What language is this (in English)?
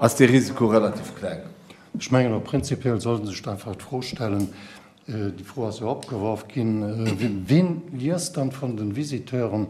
Luxembourgish